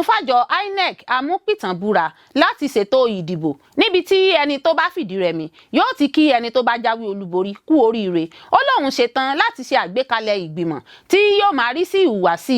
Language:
Yoruba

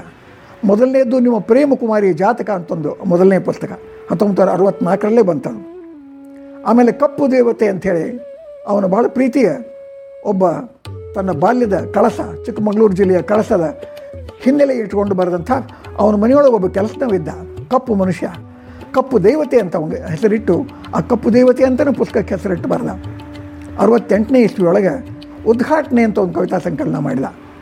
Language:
Kannada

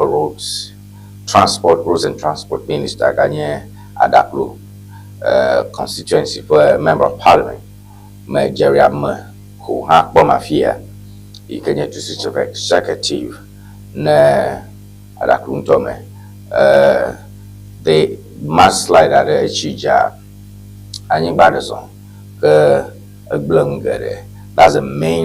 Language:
Ewe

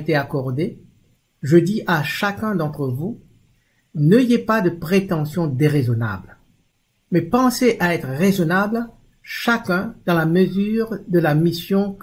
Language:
Morisyen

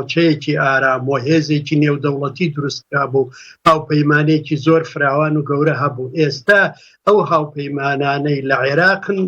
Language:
Central Kurdish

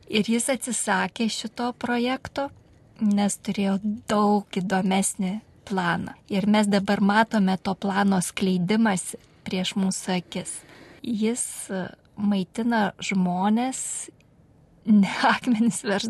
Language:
Lithuanian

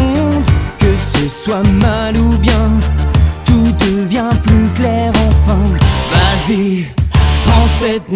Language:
French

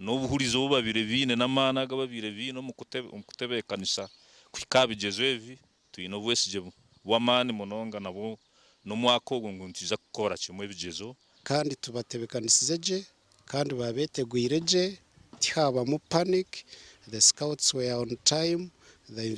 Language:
Nyankole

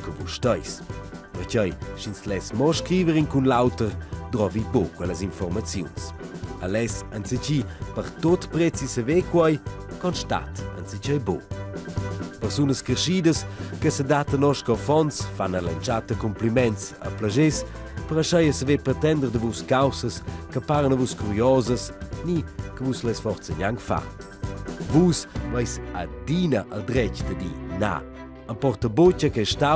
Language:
Romansh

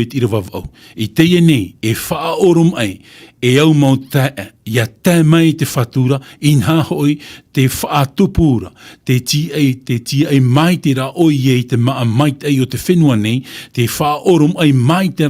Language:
Tahitian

